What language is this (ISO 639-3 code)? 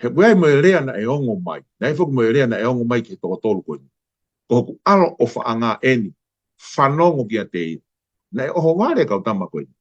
ton